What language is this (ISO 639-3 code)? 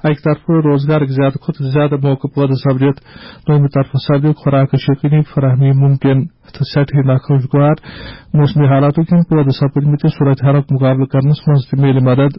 kas